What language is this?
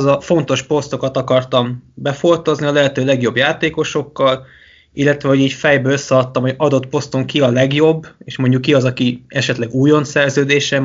Hungarian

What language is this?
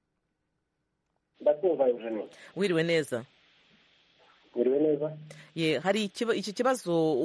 Kinyarwanda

